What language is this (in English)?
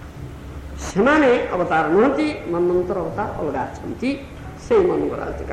Odia